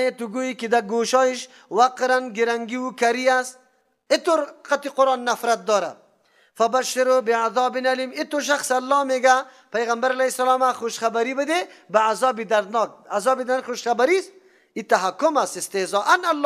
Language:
Persian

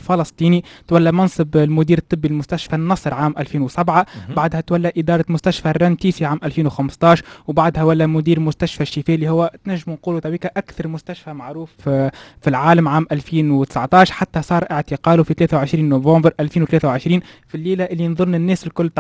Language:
Tunisian Arabic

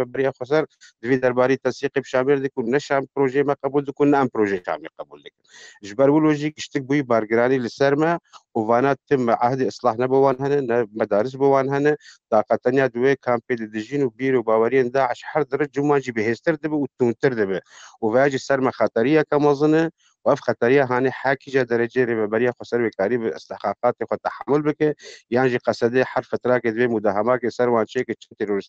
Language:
Kurdish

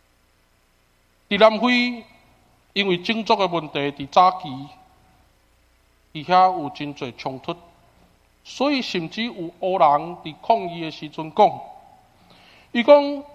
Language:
Min Nan Chinese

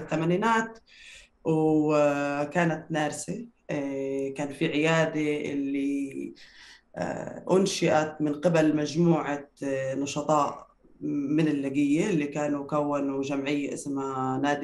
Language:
North Levantine Arabic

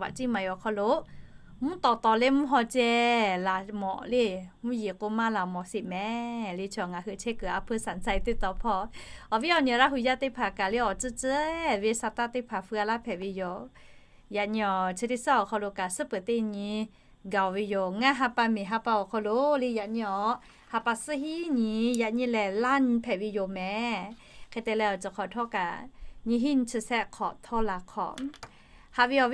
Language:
Lahu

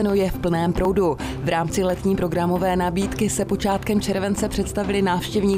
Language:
Czech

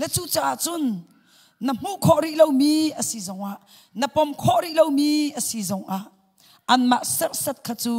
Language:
Hakha Chin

